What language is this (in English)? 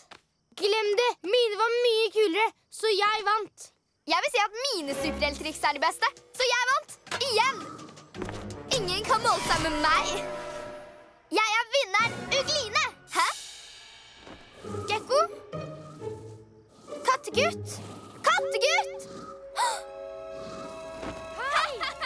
Norwegian